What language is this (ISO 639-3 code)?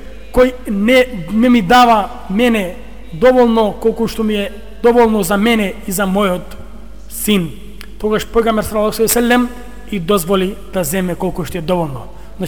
mkd